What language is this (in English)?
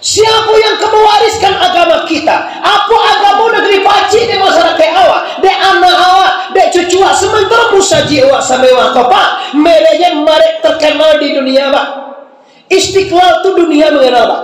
Minangkabau